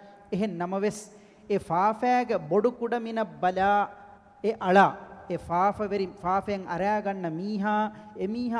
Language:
Divehi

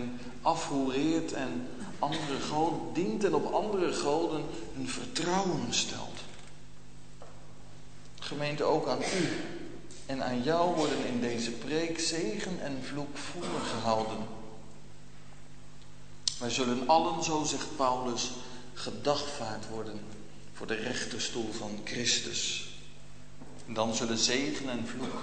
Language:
Dutch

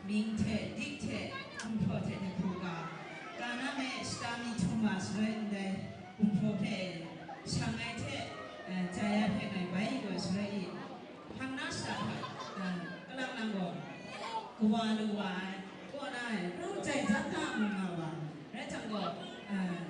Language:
Kachin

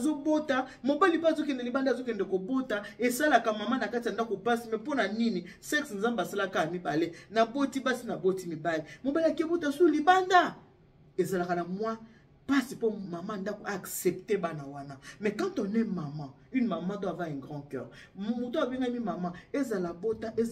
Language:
Lingala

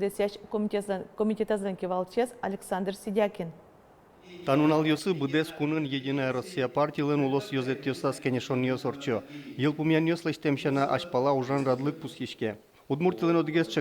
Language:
Udmurt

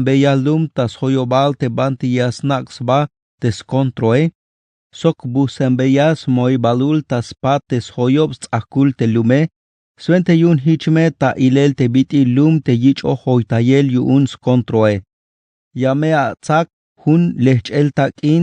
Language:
Tzeltal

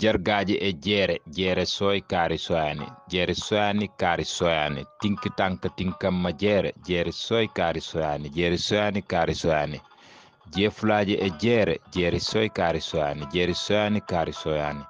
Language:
Wolof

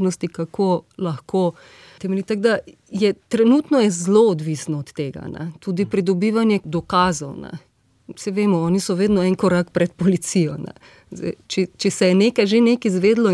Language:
Slovenian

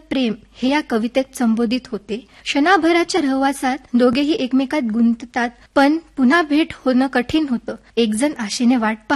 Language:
Marathi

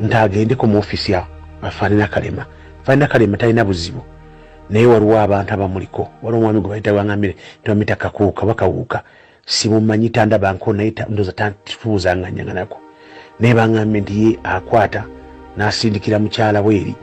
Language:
Ganda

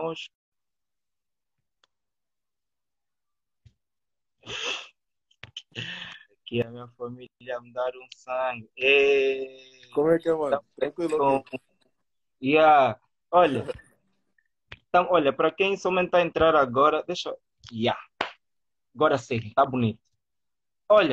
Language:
Portuguese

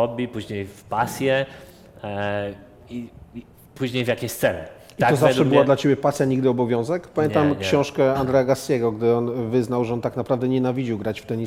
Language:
Polish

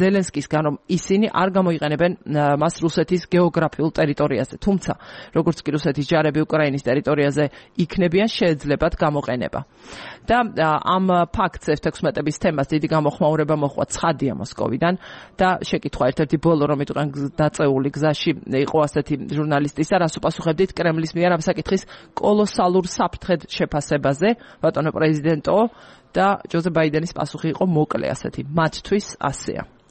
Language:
Georgian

